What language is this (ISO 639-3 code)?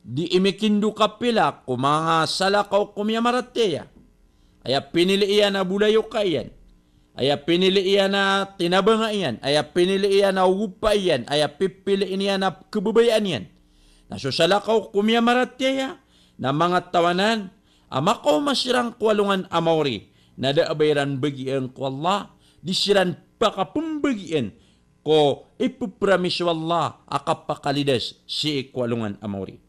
mrw